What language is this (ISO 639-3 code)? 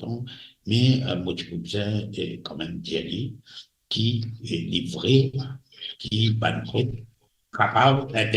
mfe